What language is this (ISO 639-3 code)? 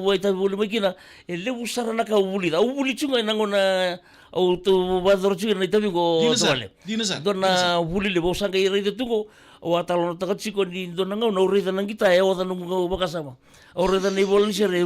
fij